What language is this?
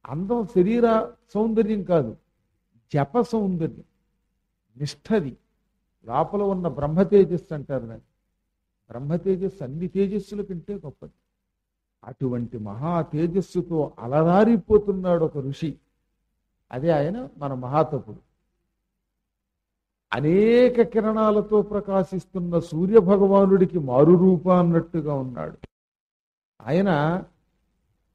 Telugu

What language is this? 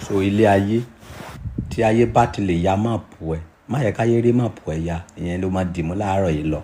Yoruba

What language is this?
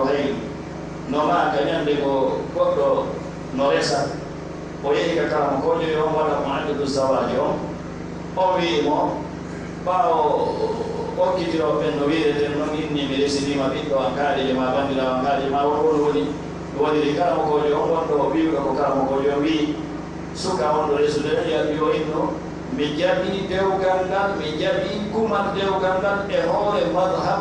Fula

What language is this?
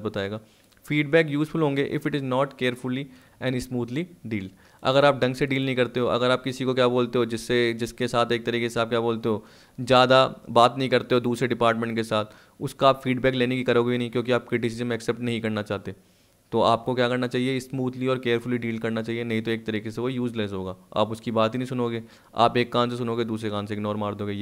Hindi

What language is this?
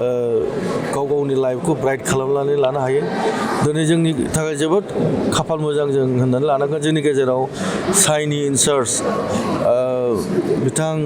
Bodo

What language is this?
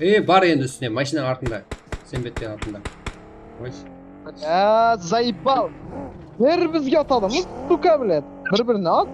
Kara-Kalpak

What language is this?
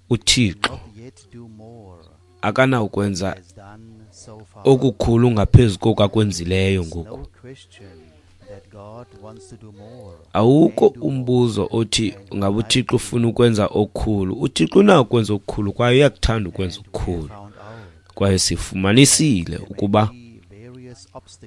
Xhosa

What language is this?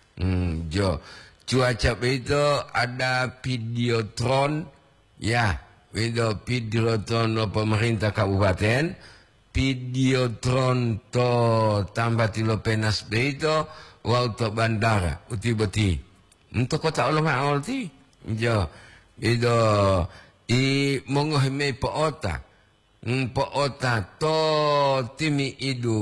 Gorontalo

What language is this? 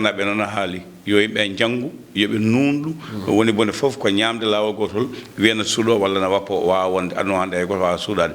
Fula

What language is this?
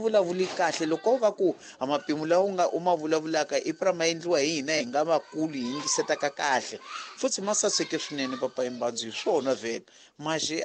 Tsonga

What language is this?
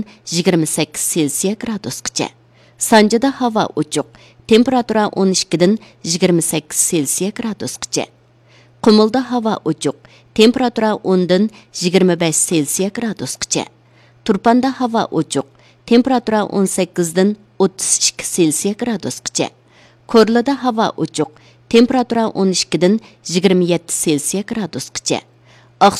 Uyghur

